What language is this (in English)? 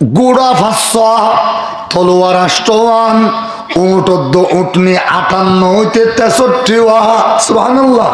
Rohingya